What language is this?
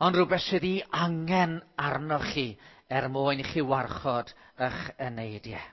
Welsh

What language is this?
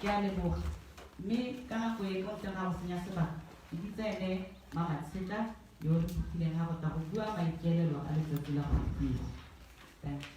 Tswana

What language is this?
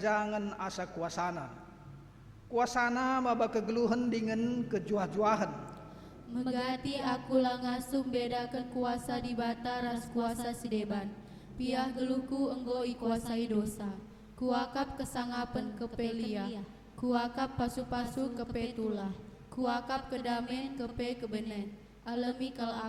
Batak Karo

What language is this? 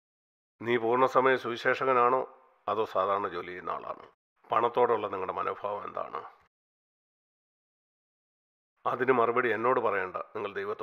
Malayalam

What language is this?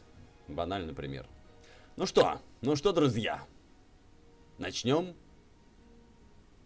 Russian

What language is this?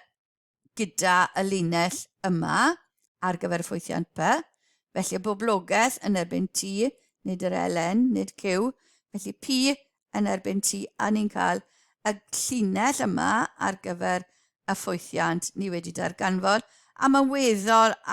Welsh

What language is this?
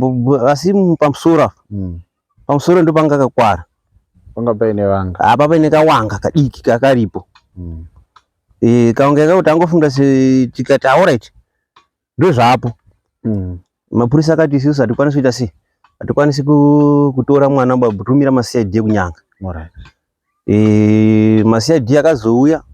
Shona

